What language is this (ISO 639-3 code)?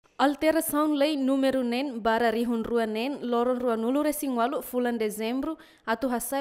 tet